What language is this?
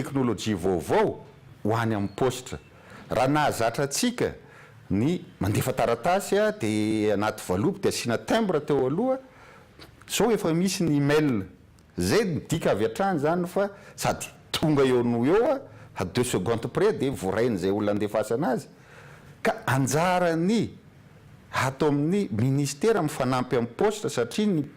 Malagasy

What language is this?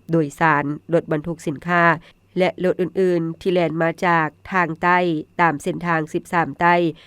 Lao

